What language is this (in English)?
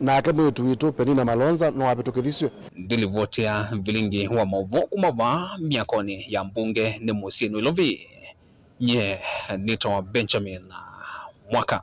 Kamba